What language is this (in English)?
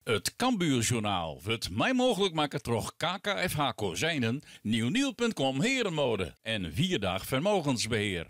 Western Frisian